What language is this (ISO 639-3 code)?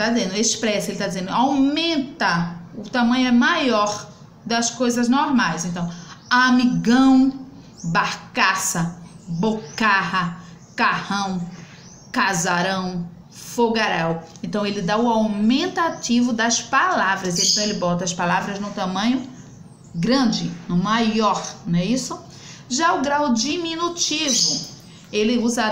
por